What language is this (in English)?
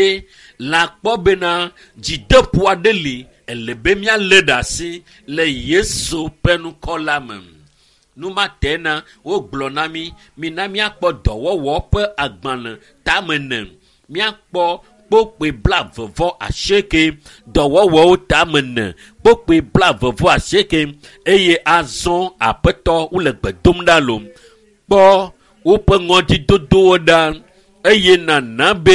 Ewe